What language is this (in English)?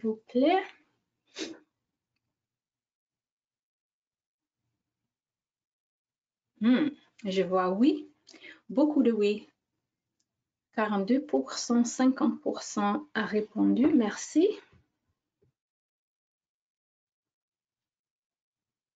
French